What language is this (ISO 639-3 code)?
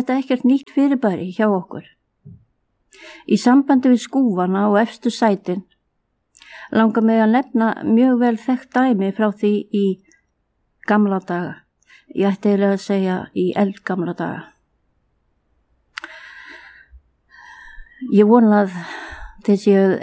isl